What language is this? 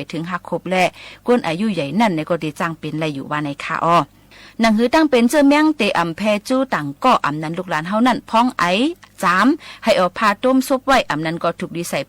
Shan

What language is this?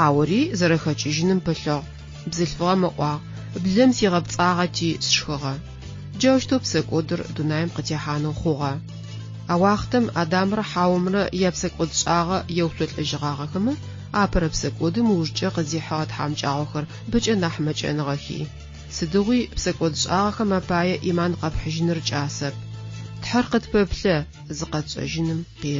Adyghe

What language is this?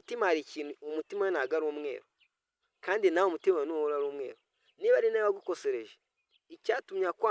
Kinyarwanda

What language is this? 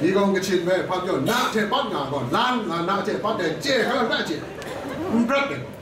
Kachin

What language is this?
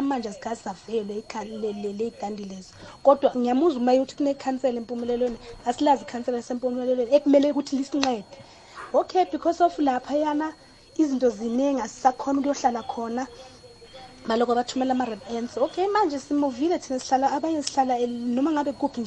South Ndebele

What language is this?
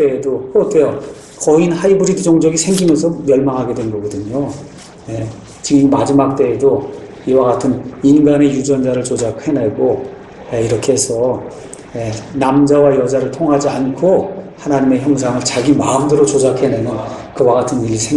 Korean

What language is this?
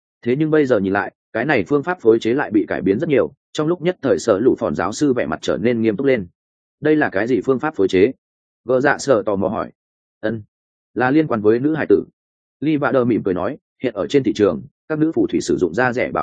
Vietnamese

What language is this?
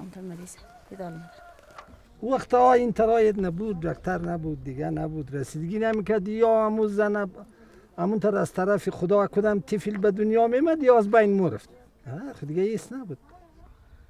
Persian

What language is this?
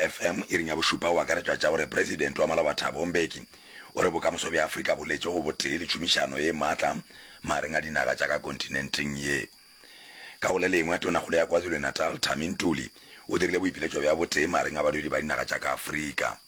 Northern Sotho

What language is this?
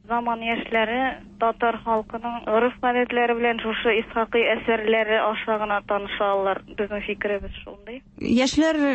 Tatar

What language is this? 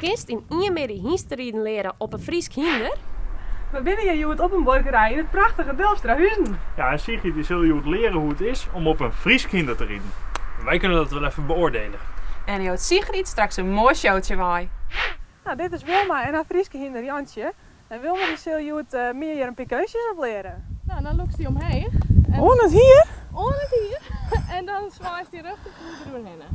Western Frisian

